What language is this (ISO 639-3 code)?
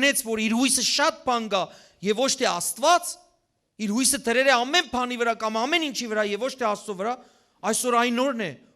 hyw